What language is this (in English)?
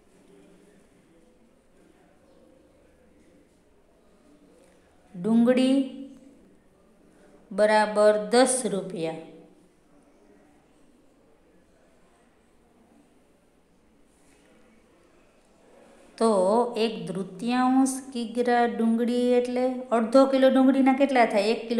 Gujarati